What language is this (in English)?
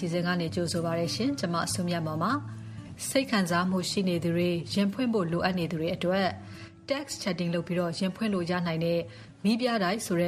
Burmese